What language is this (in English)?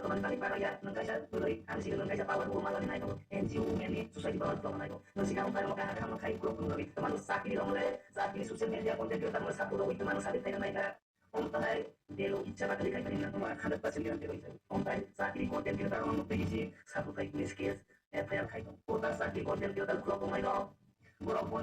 Kok Borok